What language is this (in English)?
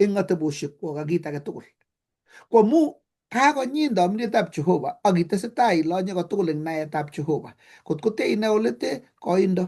Kalenjin